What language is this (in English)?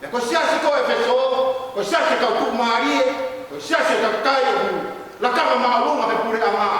Tongan